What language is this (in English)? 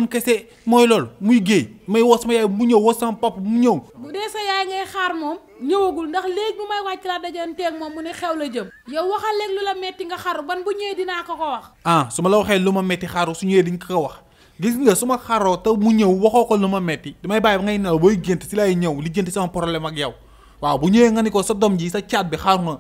Wolof